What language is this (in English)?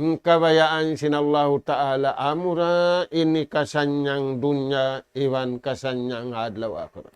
Tausug